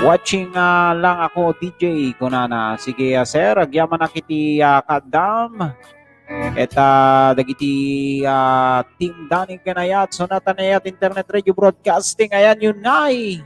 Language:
Iloko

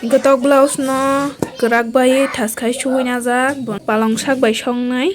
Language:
Kok Borok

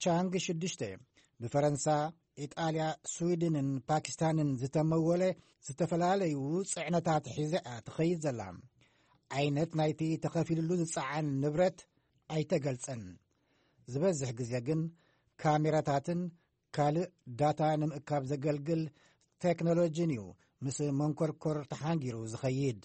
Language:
Tigrinya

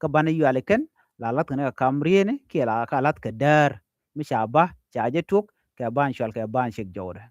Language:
Nuer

